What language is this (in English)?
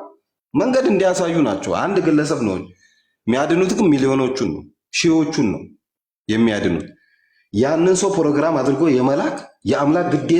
Amharic